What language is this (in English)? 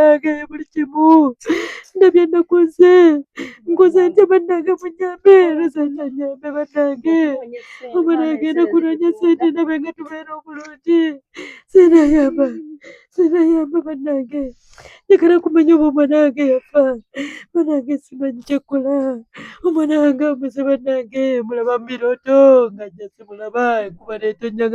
Ganda